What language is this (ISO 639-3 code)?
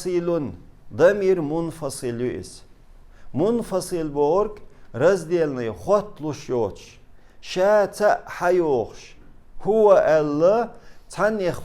che